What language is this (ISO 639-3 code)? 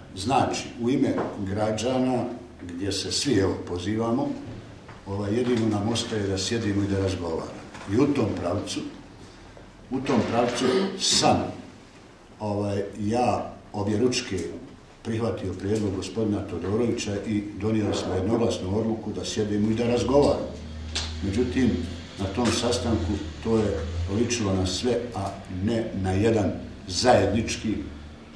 bos